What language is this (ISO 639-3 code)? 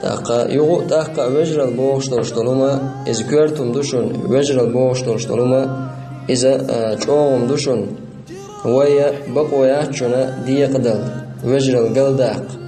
che